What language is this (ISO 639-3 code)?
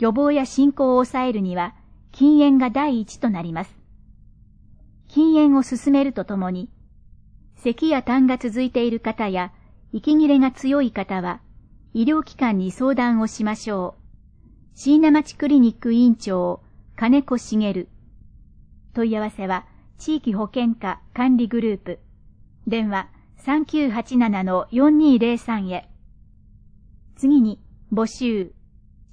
jpn